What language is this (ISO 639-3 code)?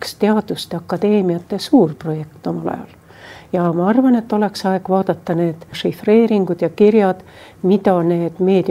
est